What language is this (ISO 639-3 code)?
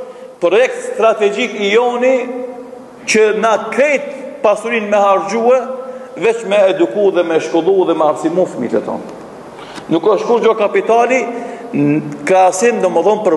sqi